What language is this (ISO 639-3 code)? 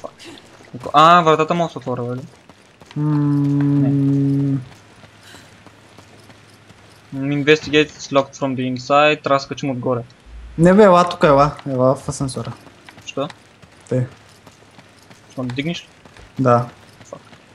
bul